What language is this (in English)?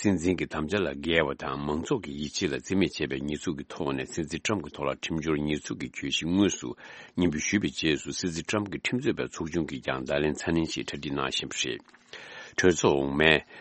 Tibetan